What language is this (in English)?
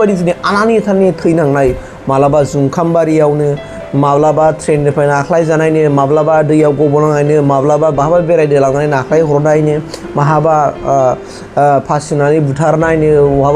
Bodo